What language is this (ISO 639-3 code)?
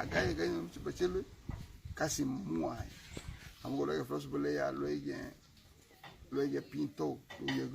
cab